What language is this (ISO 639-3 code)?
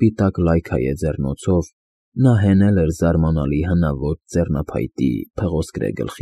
hye